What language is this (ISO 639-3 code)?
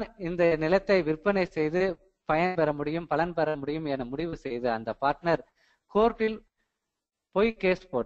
tam